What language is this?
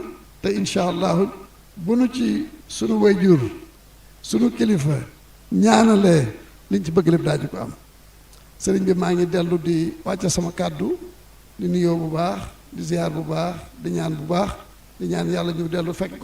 Wolof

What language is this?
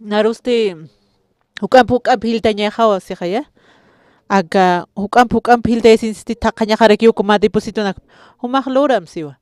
Aymara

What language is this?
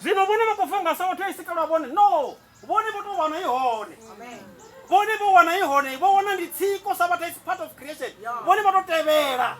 Venda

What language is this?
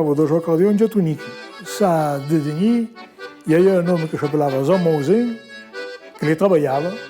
Occitan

